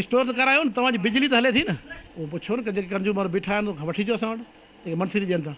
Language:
Sindhi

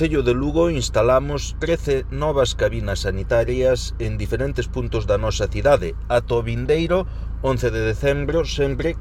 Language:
Galician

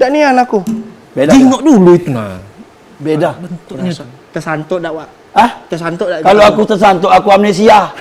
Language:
Musi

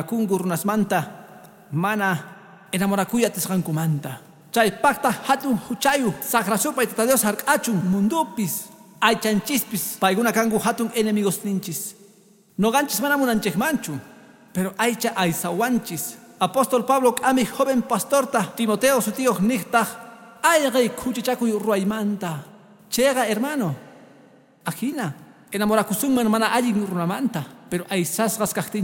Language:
Quechua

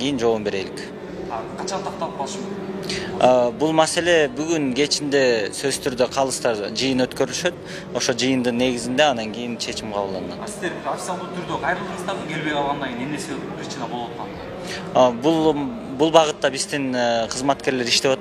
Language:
Kyrgyz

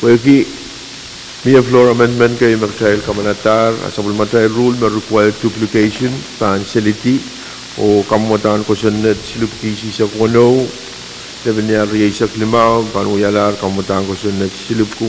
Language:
Pohnpeian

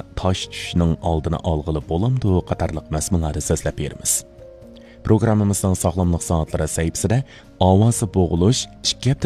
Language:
Uyghur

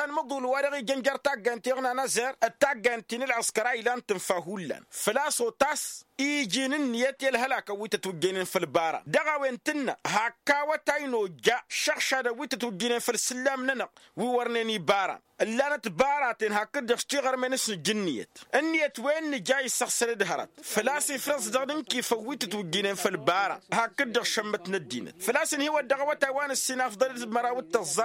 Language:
Tamasheq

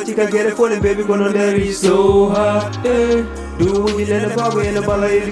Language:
Fula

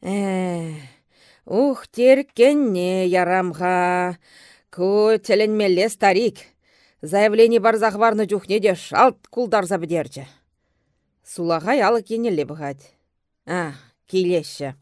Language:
Chuvash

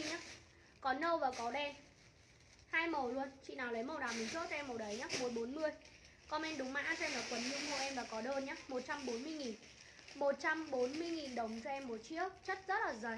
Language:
Vietnamese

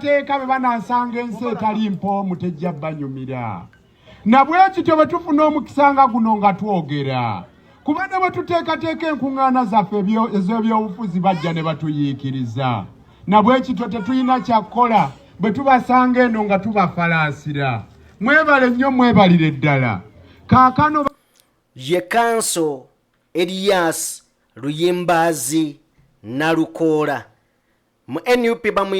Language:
Ganda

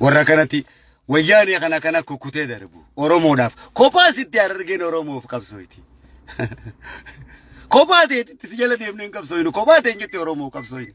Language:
Oromo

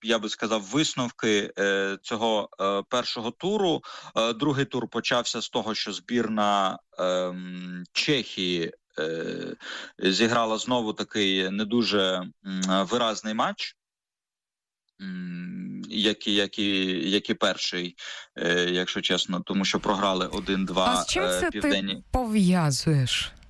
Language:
Ukrainian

